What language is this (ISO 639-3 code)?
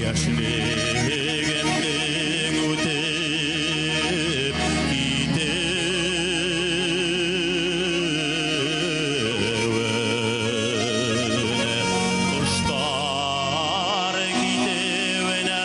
bak